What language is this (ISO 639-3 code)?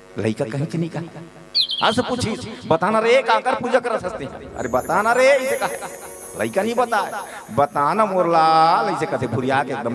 hne